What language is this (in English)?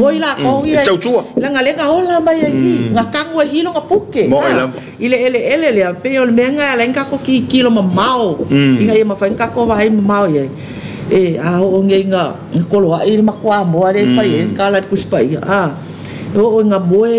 Samoan